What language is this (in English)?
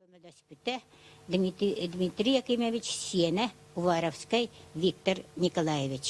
Yakut